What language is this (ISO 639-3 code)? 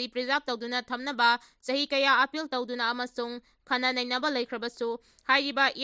mni